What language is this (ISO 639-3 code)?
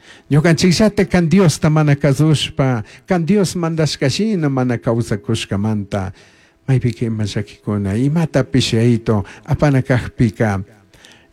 qug